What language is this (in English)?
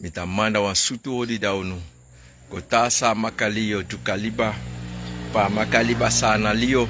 Sranan Tongo